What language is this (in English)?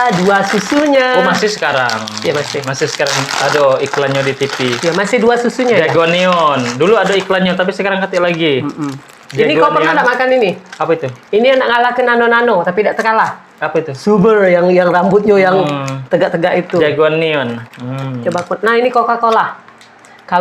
Musi